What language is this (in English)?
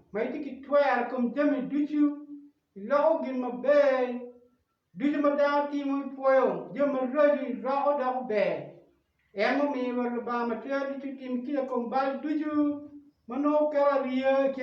Acoli